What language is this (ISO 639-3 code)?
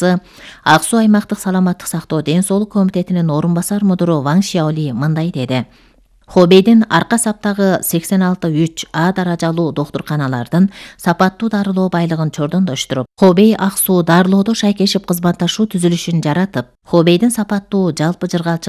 kir